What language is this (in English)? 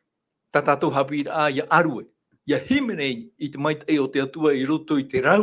Tahitian